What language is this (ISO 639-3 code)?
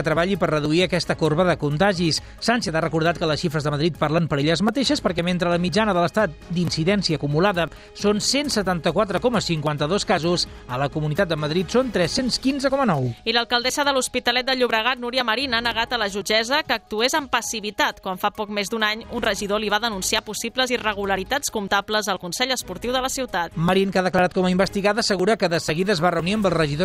cat